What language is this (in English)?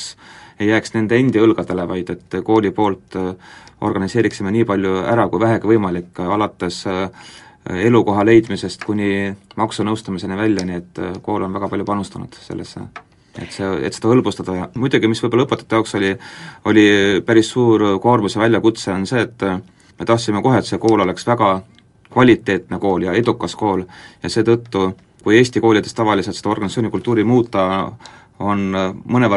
Estonian